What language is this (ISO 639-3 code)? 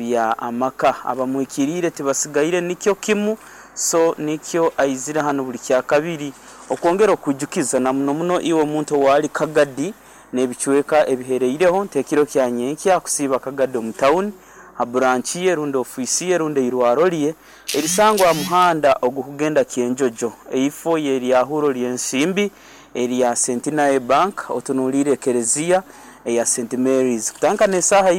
nyo